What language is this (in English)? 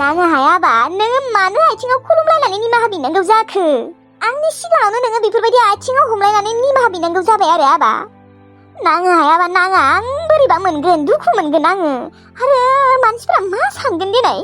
Bodo